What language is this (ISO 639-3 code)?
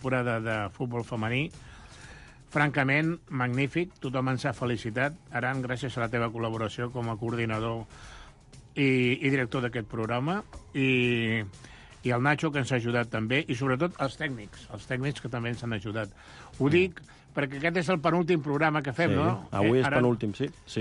cat